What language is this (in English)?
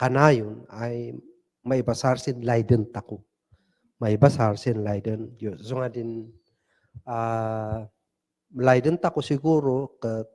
Kankanaey